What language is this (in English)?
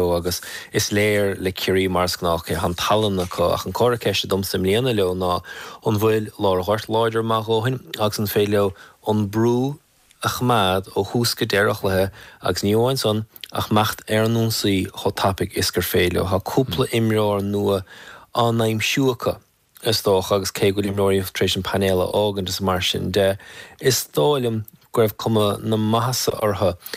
Irish